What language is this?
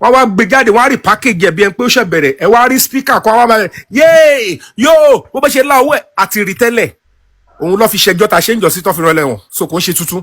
Yoruba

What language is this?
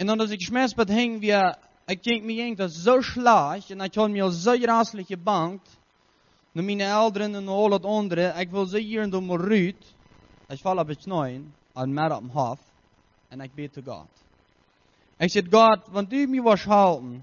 Plautdietsch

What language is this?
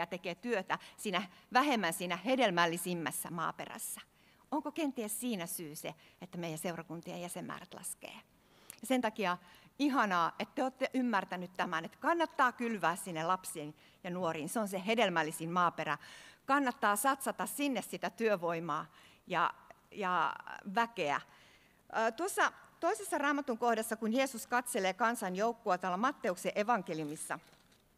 Finnish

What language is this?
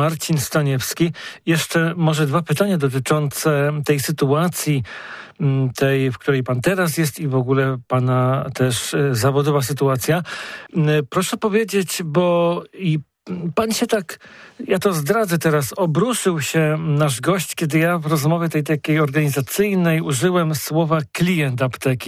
Polish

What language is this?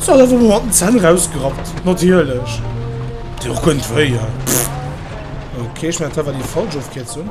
Luxembourgish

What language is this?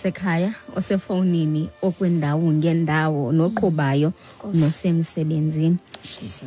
Xhosa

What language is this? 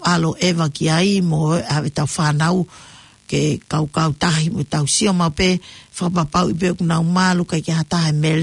Tongan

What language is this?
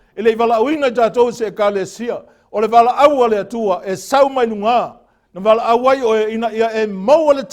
Samoan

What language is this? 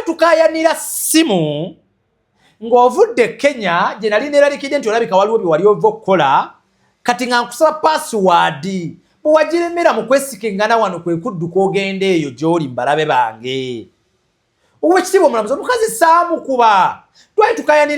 Ganda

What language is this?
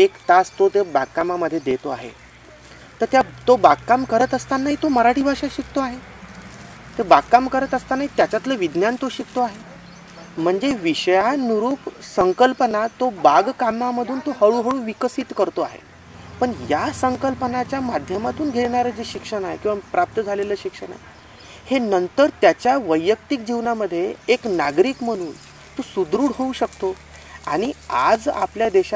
Marathi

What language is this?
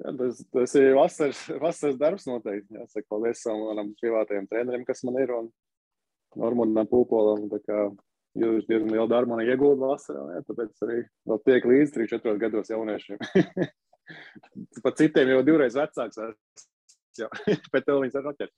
Latvian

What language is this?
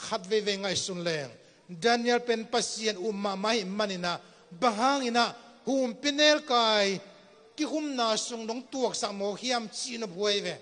Tedim Chin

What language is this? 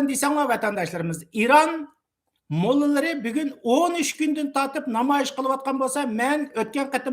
Uyghur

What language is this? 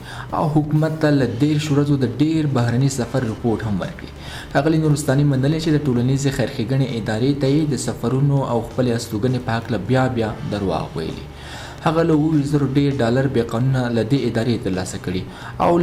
Pashto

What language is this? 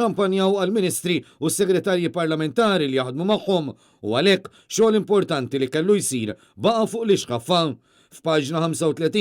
Maltese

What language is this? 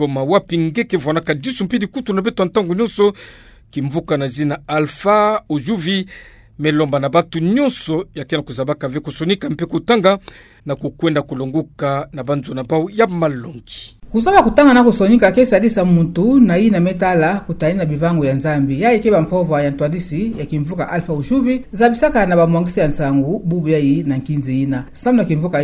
Kituba (Democratic Republic of Congo)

